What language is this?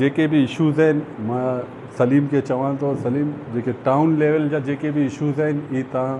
Sindhi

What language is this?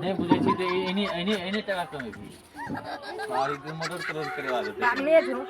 Maithili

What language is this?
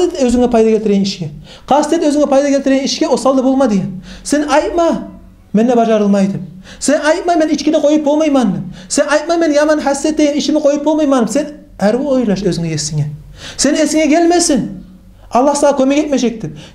Kumyk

